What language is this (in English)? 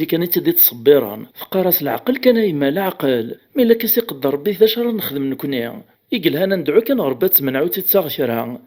Kabyle